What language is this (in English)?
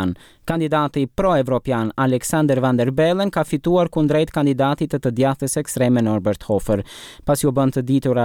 Albanian